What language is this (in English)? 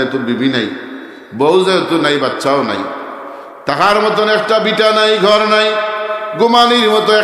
Sylheti